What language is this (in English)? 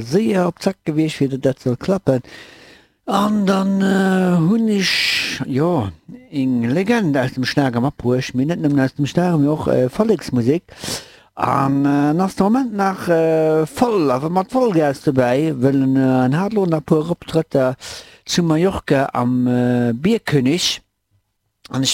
Luxembourgish